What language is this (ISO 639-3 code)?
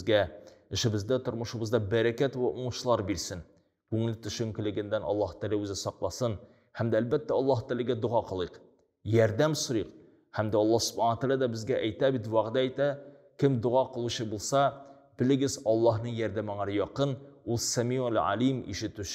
tat